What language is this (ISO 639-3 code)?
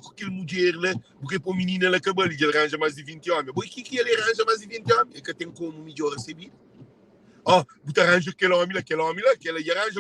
kea